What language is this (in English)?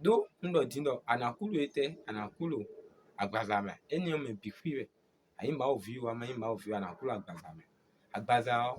Fon